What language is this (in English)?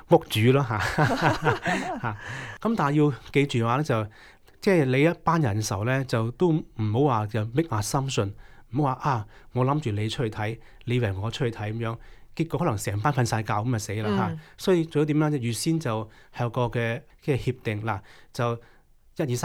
Cantonese